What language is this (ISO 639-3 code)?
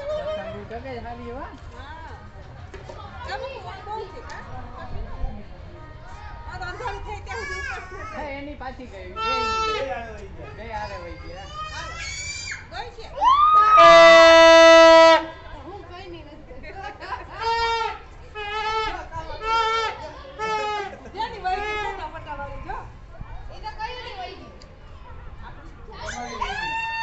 guj